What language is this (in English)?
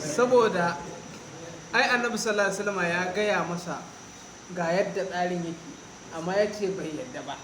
Hausa